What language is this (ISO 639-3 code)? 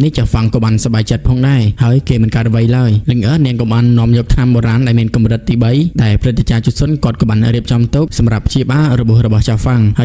khm